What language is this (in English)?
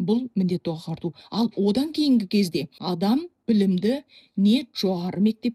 Kazakh